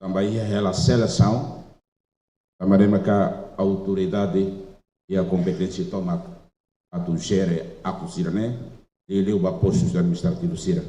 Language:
Tetum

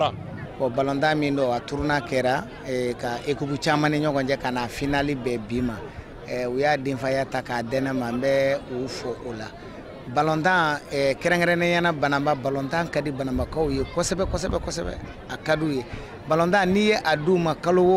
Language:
Bambara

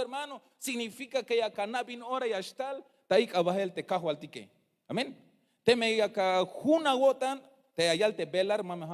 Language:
Tzeltal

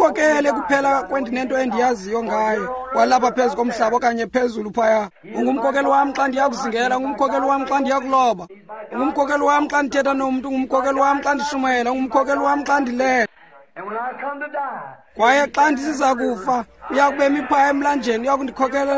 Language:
Xhosa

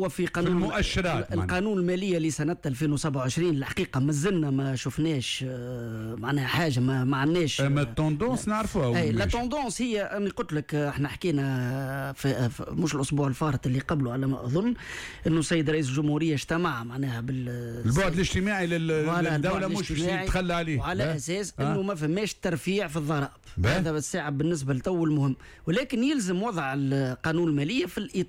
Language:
Tunisian Arabic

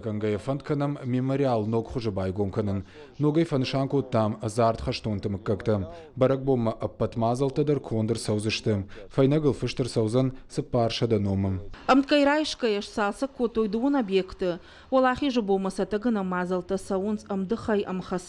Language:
Ossetic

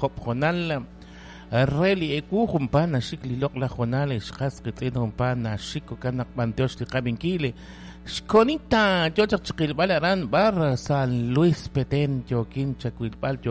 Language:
Kekchí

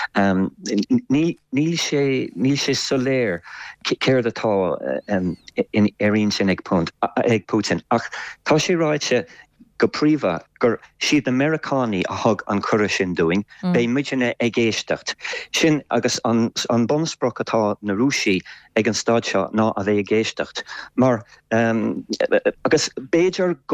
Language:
Irish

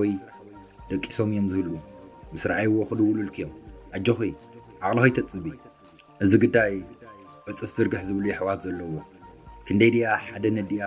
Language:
Tigrinya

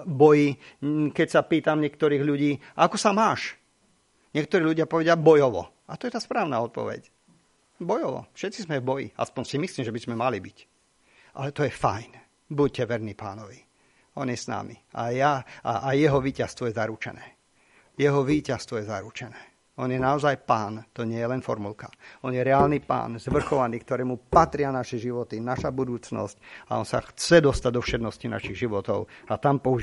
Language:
Slovak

